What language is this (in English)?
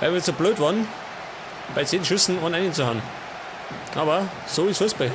Bavarian